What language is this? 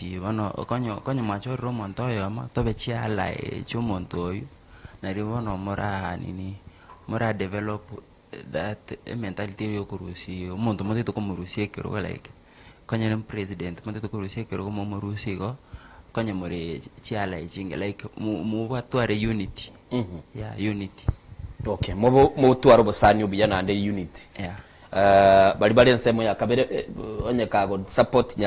Gusii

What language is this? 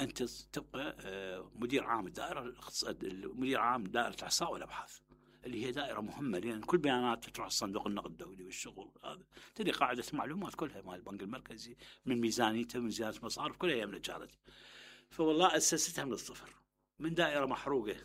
Mesopotamian Arabic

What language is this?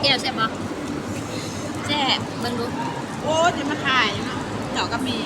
Lao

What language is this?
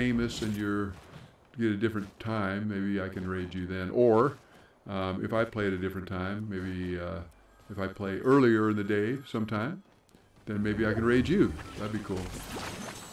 English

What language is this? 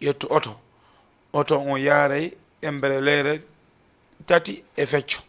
Fula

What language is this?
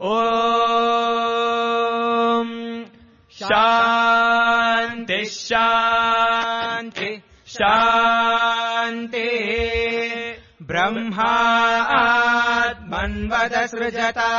Sanskrit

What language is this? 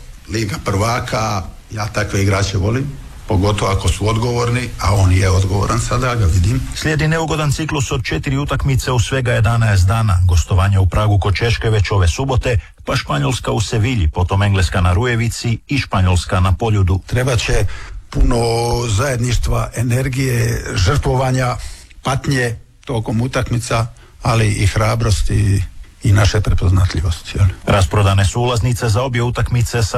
Croatian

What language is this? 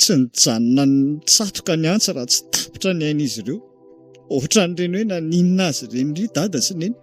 Malagasy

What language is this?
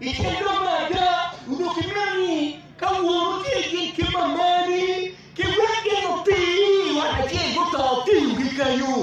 Acoli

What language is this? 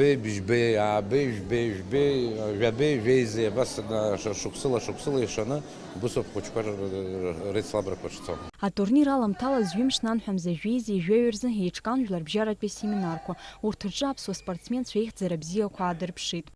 Abkhazian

